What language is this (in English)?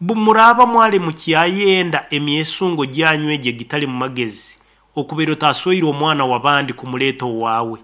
Nyankole